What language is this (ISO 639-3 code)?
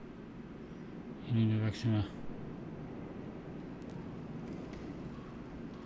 est